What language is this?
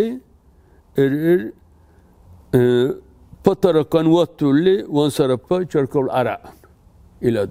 Dargwa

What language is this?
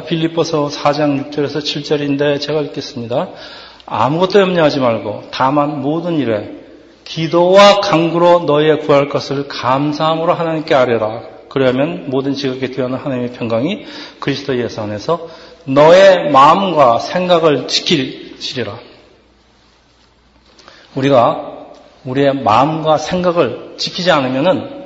Korean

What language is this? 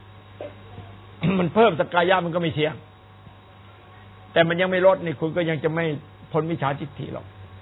Thai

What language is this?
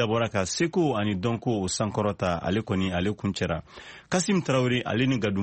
Bambara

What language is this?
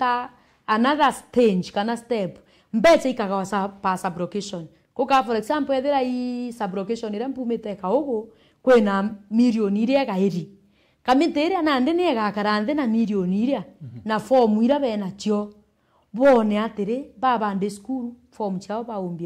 Meru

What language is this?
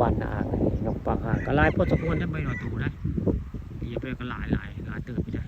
Northeastern Thai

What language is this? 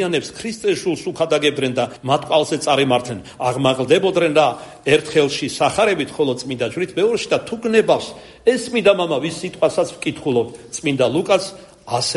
Georgian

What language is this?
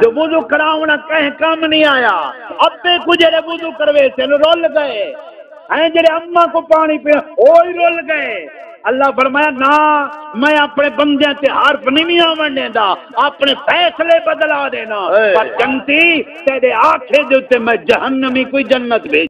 Saraiki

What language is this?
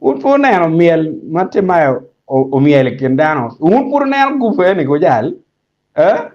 Acoli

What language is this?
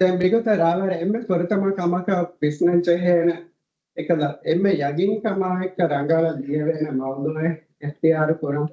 Divehi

